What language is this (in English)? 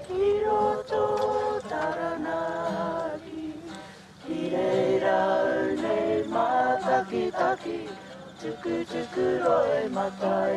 Māori